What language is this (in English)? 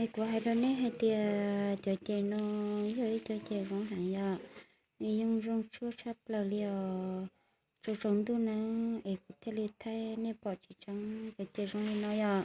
Hmong